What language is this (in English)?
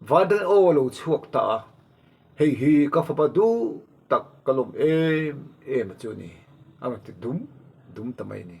Mizo